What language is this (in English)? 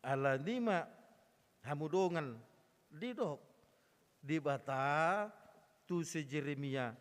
Batak Toba